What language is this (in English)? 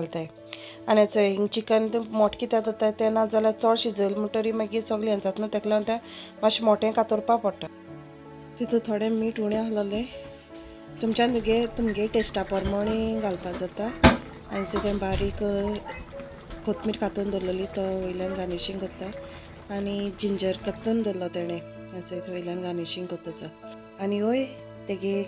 Konkani